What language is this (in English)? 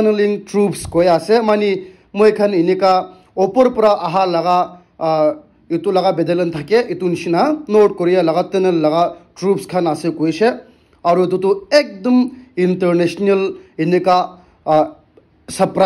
Naga Pidgin